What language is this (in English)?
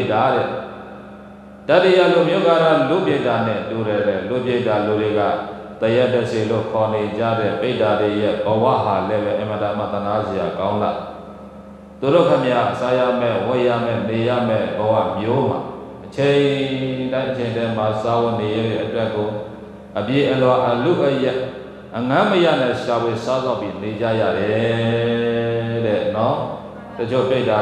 Burmese